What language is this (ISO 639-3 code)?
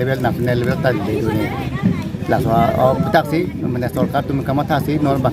mjw